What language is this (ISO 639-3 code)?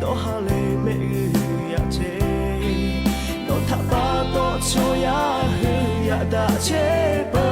lhu